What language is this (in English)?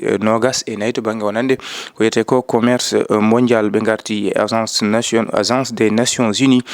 Fula